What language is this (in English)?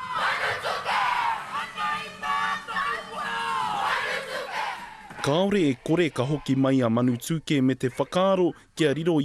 Māori